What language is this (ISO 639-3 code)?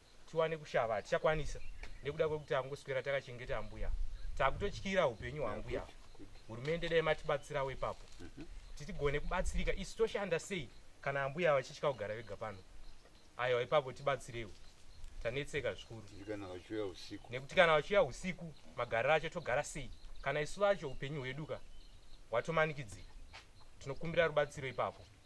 sna